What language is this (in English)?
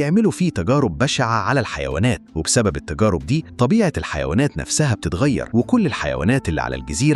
Egyptian Arabic